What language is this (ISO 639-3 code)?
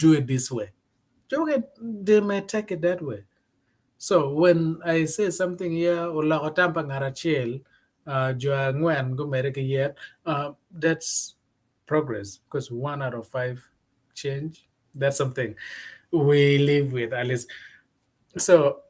ach